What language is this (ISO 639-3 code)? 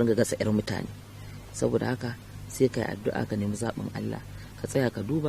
hau